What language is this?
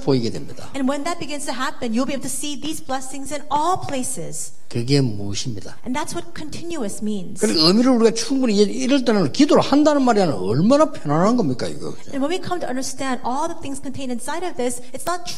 Korean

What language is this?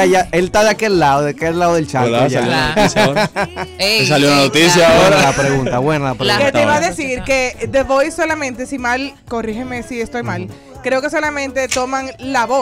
Spanish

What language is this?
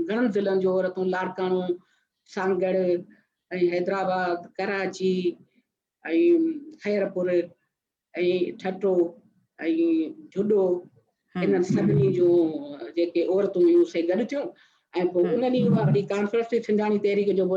Sindhi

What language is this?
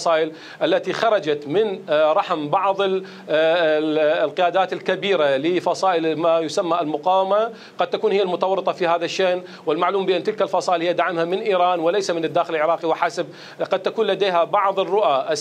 Mesopotamian Arabic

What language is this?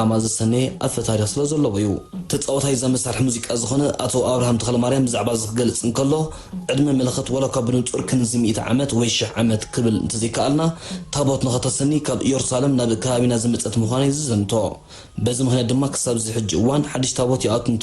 Tigrinya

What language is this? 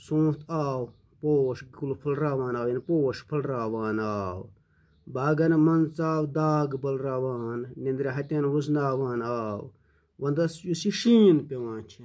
Kashmiri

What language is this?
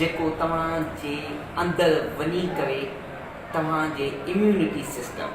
Sindhi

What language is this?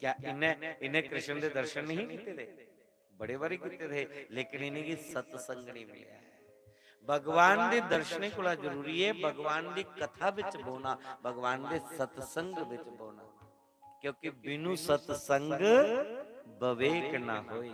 Dogri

